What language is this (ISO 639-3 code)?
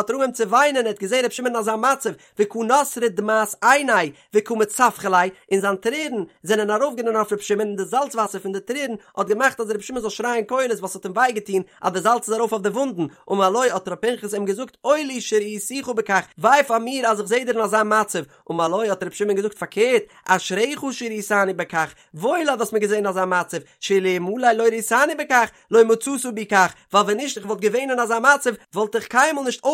yid